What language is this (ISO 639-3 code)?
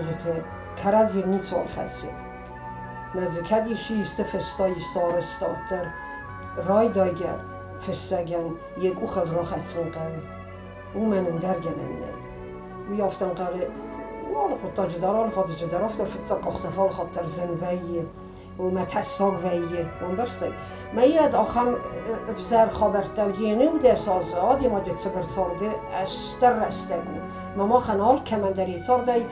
oss